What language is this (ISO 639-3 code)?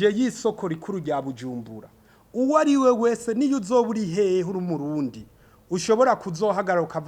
run